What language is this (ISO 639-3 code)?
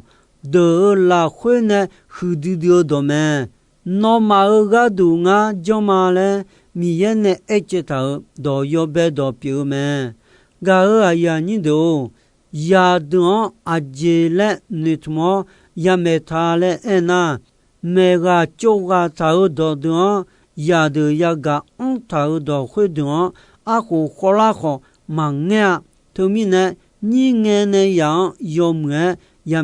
ahk